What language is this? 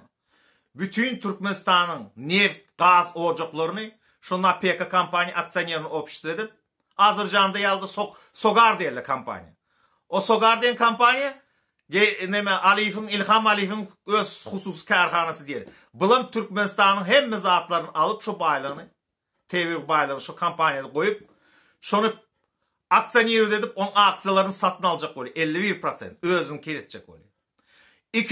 Turkmen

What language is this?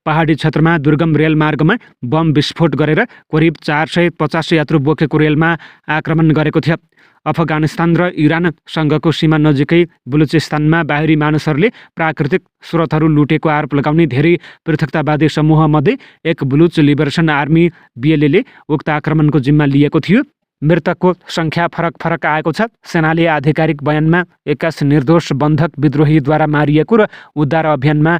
Nepali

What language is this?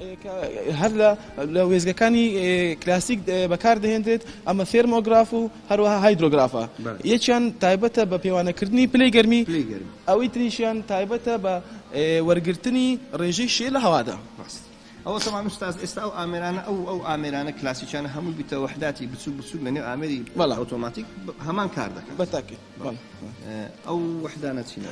Central Kurdish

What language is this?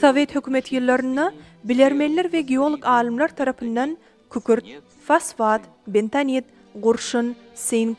Turkmen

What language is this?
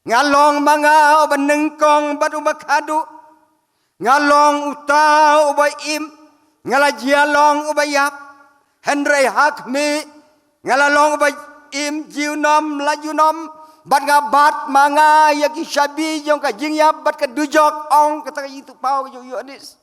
Khasi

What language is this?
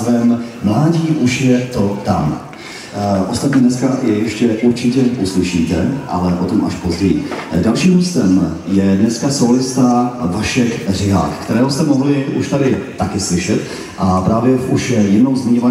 Czech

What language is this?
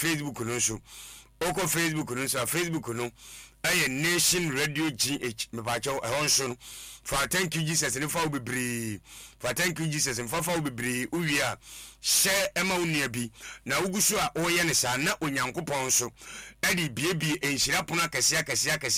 Akan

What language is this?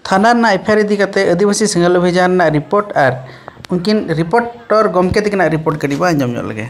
Santali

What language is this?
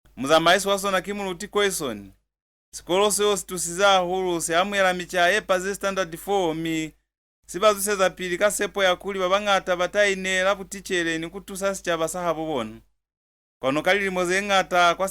Lozi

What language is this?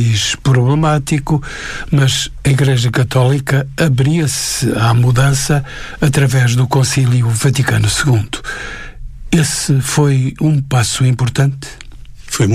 Portuguese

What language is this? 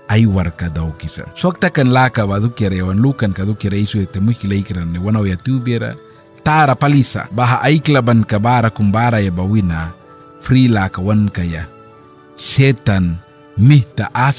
Mískito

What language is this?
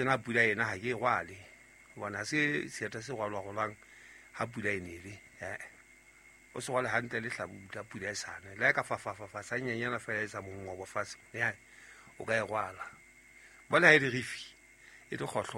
Southern Sotho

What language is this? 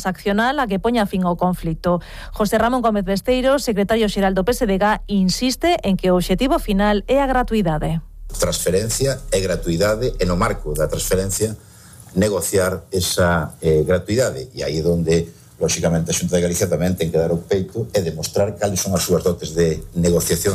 Galician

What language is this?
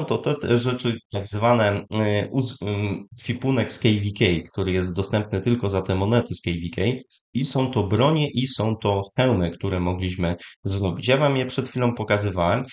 Polish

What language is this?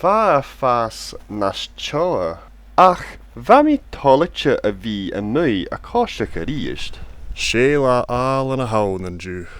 Scottish Gaelic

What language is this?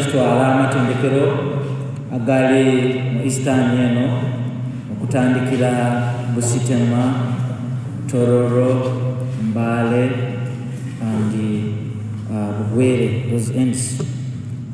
Soga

